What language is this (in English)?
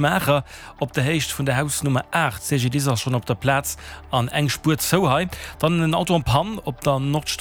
Luxembourgish